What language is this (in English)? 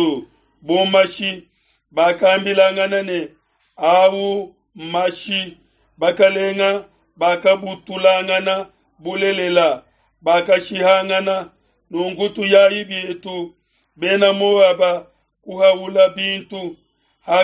Luba-Lulua